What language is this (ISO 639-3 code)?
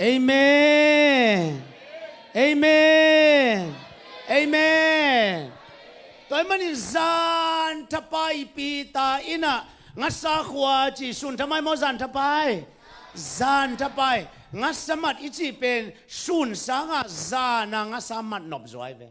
ctd